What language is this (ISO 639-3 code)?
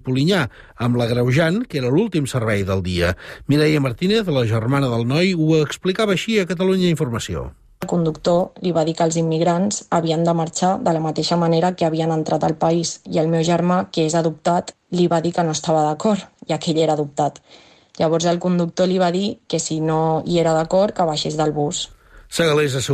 cat